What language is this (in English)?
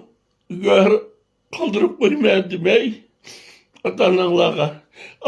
Uyghur